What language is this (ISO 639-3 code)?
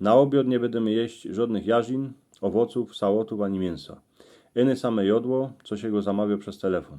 szl